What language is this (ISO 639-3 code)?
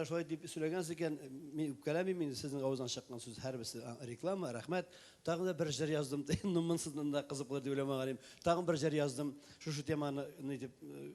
tat